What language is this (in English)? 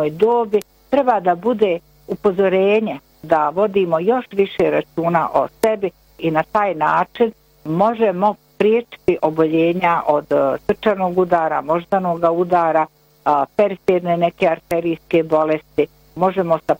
Bosnian